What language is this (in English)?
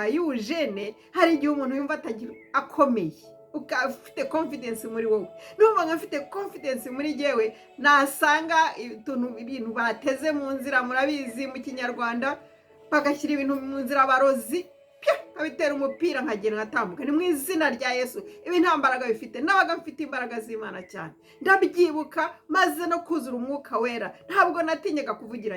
Kinyarwanda